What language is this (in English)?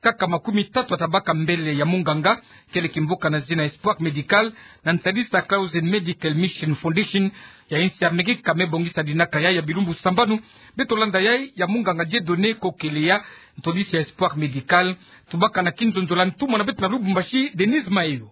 Kituba (Democratic Republic of Congo)